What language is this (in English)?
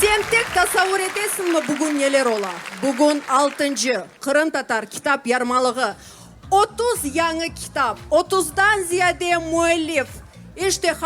Crimean Tatar